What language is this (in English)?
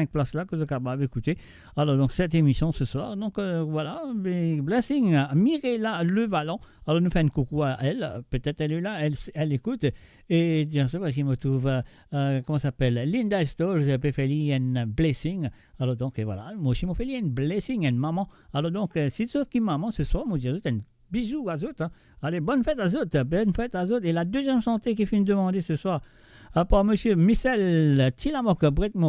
Morisyen